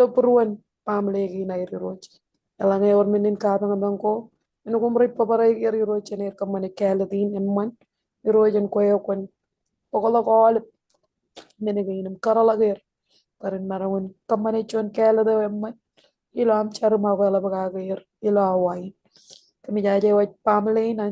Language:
Marshallese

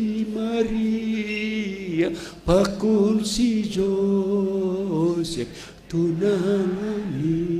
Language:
Batak Simalungun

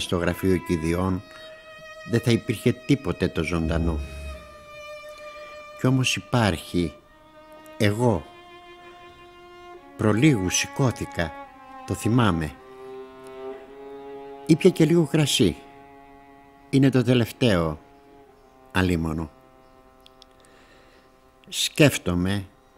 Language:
Greek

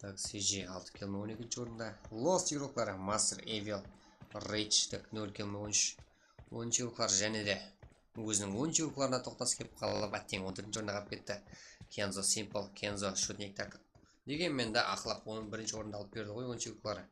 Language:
Kara-Kalpak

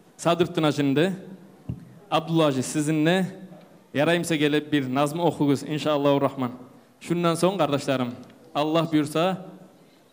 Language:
Kumyk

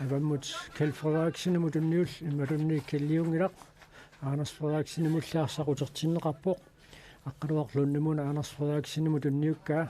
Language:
Kalaallisut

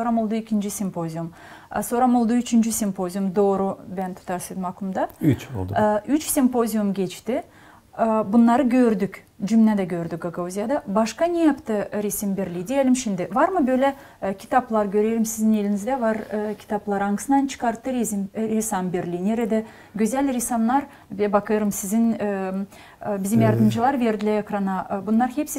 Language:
Gagauz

